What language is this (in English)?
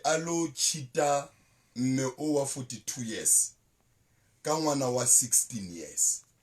Southern Sotho